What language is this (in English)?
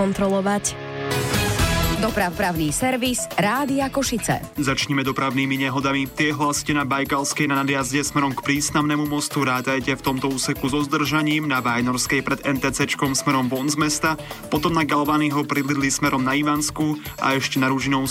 Slovak